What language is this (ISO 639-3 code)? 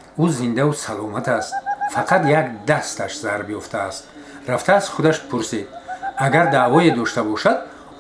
tgk